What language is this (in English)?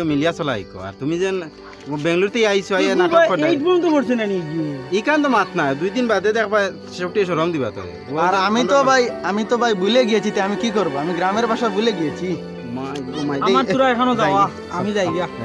Sylheti